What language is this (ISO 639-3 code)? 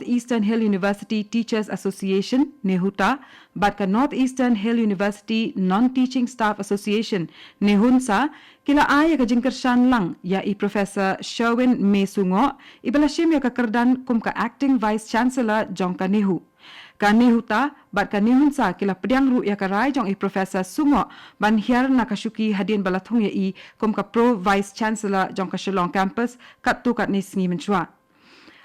kha